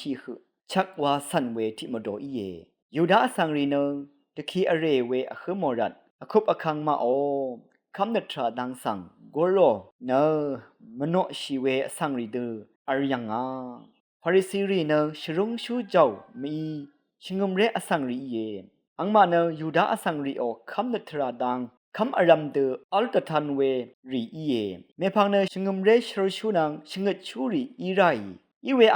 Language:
Rawang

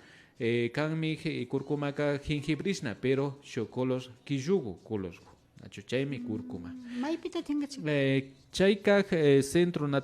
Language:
Imbabura Highland Quichua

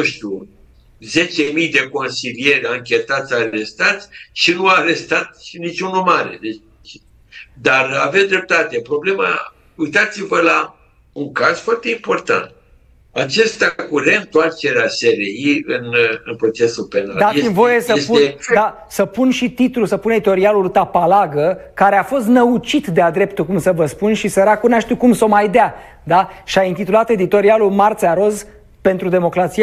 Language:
Romanian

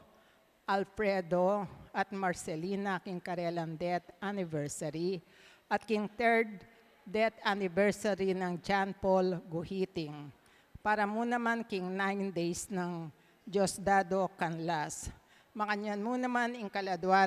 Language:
Pampanga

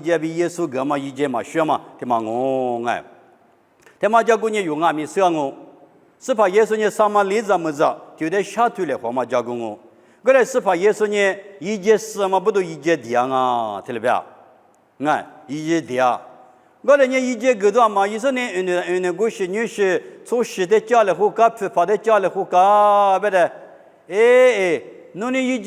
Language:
Lisu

